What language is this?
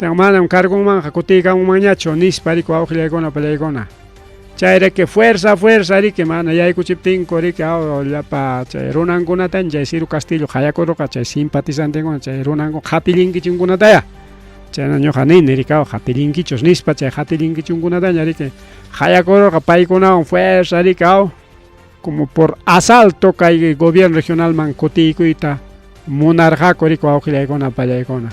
Ayacucho Quechua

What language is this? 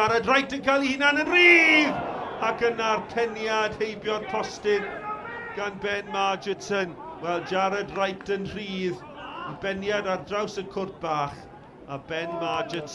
Welsh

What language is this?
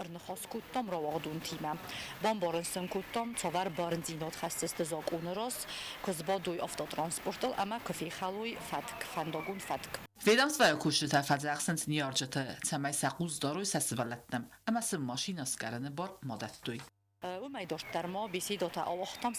Ossetic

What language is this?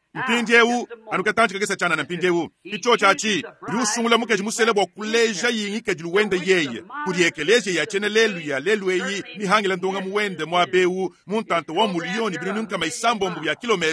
Luba-Lulua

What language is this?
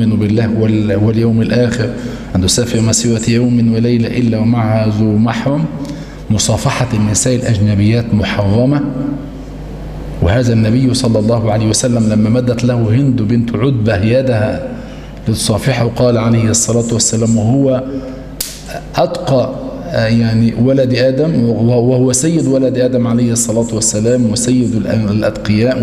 Arabic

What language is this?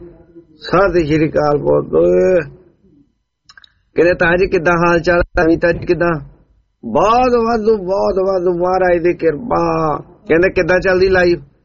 Punjabi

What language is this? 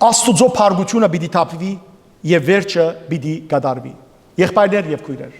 Western Armenian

